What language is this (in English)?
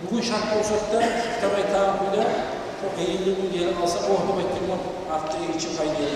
Kumyk